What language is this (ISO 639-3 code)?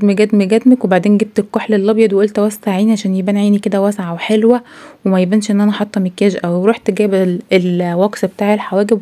arz